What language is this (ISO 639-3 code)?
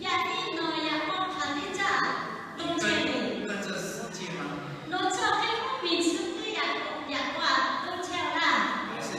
lhu